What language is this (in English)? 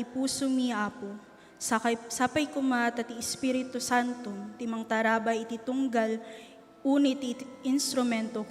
Iloko